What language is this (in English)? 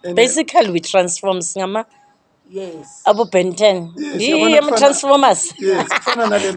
Zulu